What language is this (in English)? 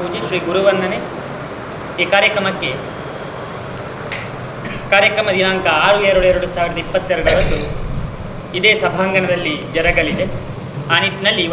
Kannada